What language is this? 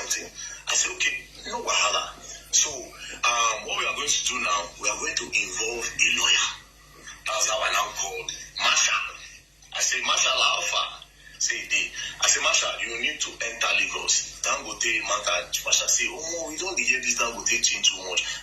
Nigerian Pidgin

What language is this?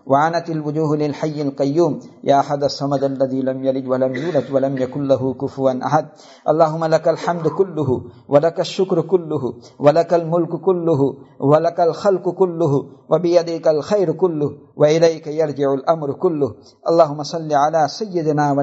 Urdu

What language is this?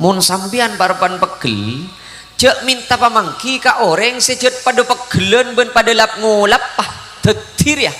Madurese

